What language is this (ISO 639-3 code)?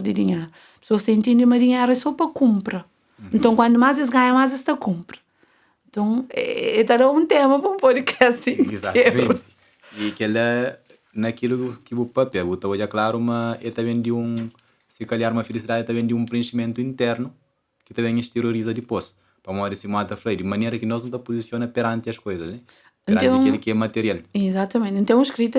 kea